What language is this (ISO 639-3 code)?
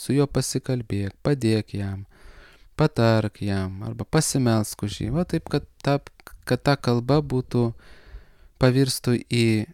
lit